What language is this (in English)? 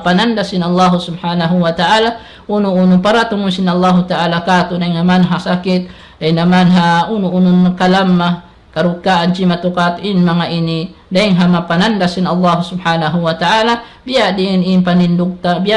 Tausug